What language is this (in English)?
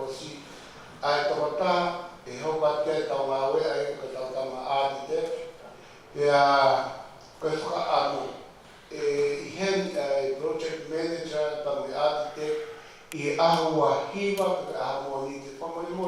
Tongan